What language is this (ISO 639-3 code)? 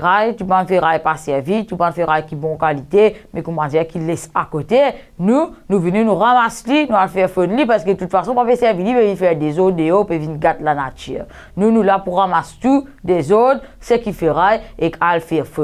mfe